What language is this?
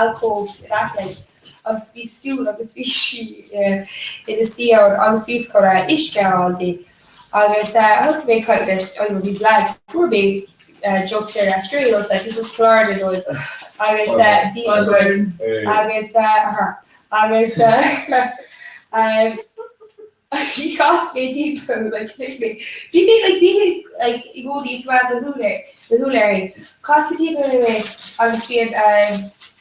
Irish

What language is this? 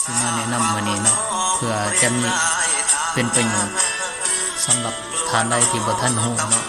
Lao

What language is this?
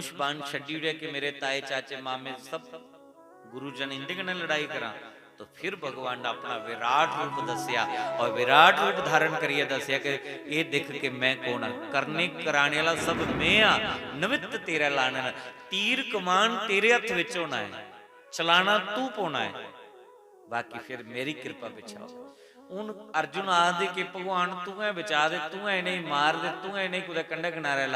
Dogri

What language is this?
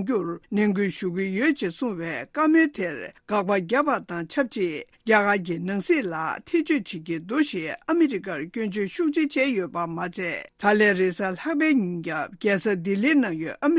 Tibetan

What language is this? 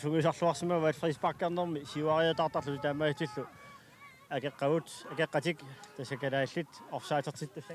Kalaallisut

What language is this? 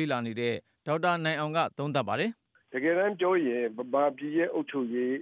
Burmese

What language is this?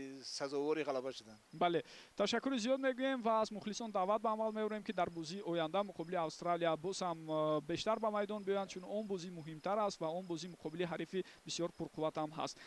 Tajik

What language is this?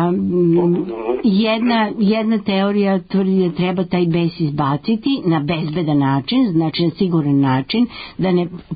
Serbian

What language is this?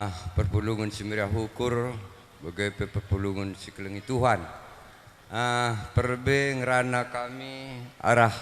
Batak Karo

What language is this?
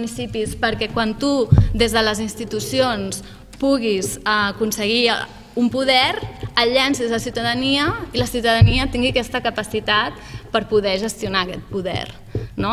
Catalan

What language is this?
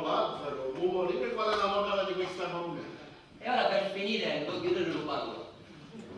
Sicilian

